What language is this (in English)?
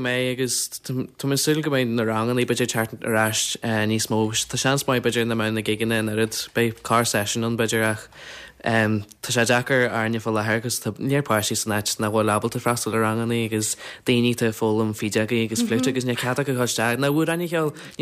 Irish